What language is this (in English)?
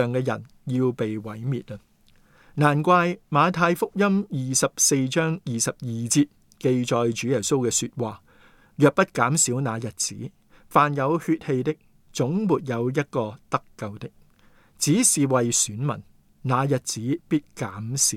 Cantonese